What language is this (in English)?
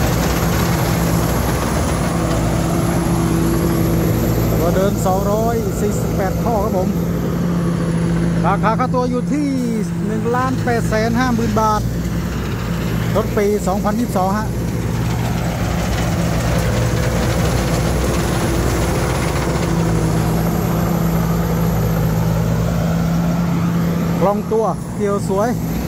Thai